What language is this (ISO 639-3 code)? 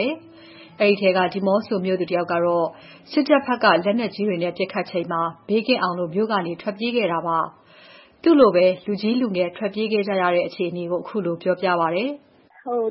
mya